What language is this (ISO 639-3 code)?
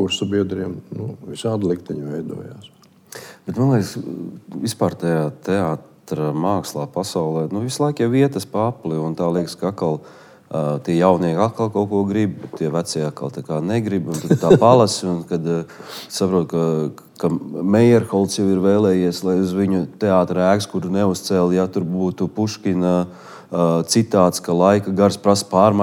lav